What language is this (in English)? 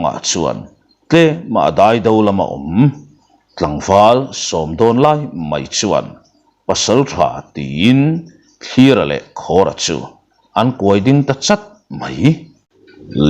Mizo